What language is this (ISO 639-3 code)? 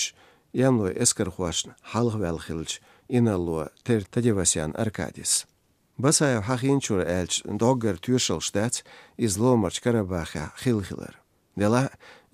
che